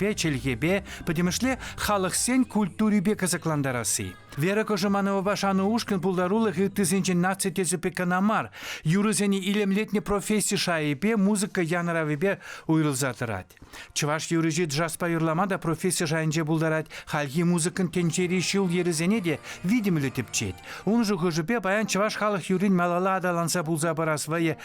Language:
Chuvash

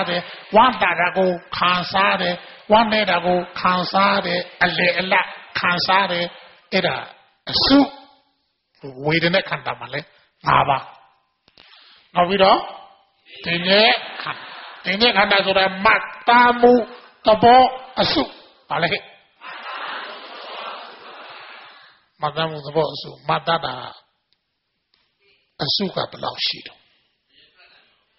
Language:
Burmese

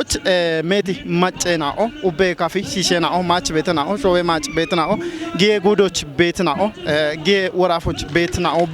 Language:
Kafa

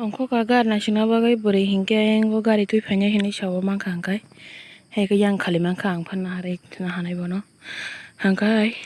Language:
Kok Borok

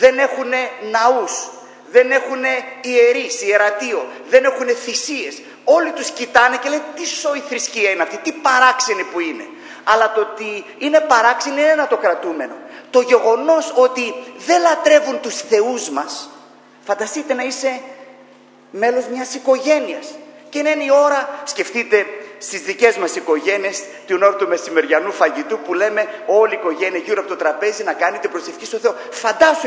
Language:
Greek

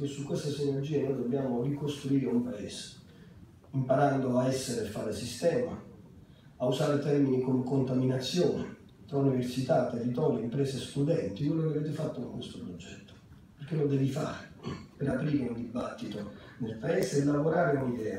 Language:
Italian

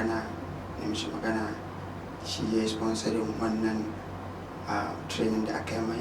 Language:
Hausa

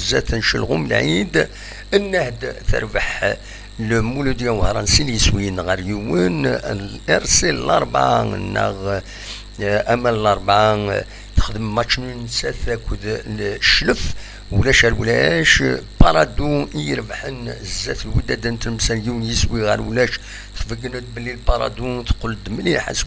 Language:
Kabyle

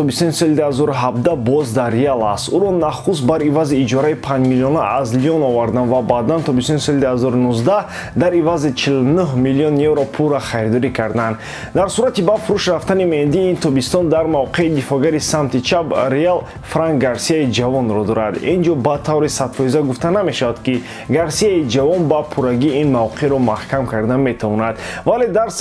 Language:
Tajik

